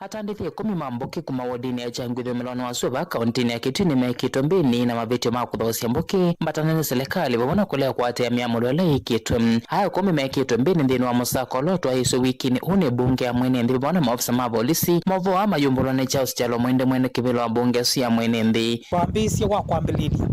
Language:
Kamba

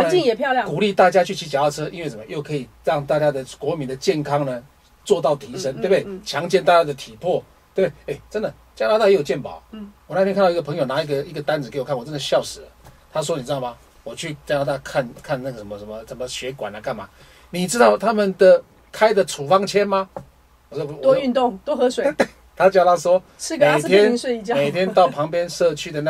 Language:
Chinese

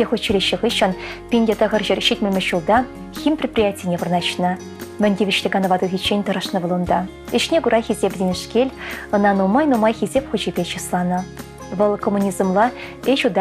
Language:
Chuvash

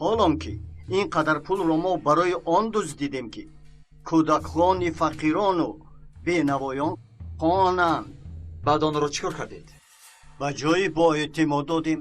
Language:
Tajik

